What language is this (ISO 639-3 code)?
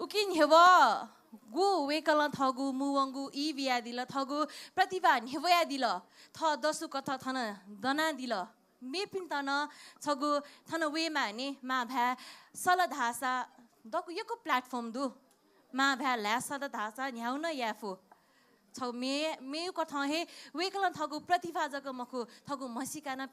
new